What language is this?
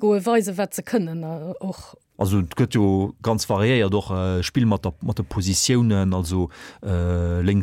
Luxembourgish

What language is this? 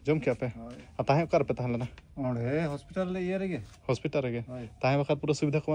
Santali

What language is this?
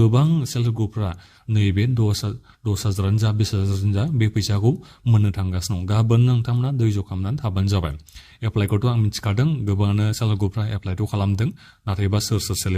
Bodo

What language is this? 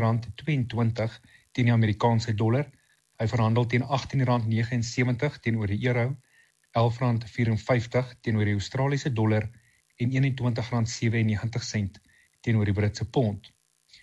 Afrikaans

